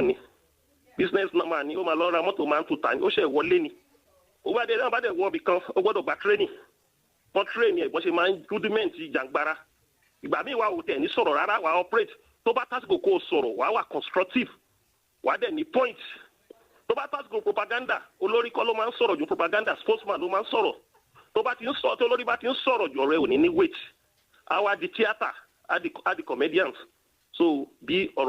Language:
Yoruba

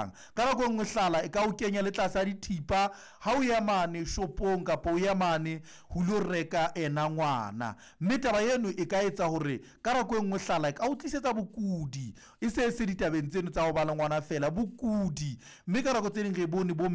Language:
Southern Sotho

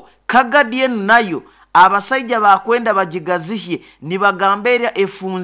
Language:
Nyoro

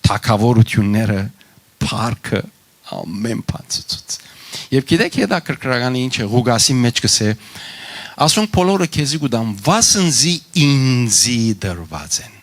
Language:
Western Armenian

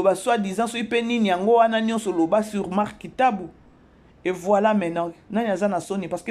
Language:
Lingala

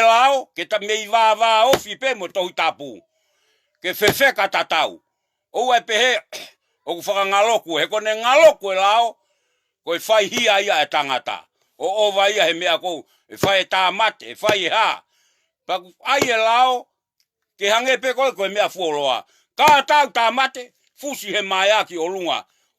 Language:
Tongan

